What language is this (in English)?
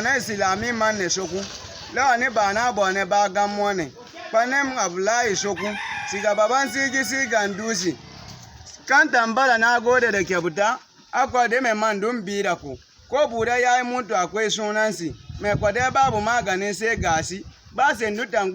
Baatonum